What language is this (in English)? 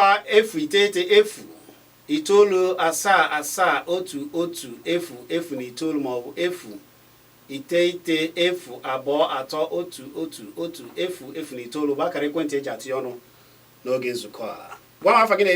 Igbo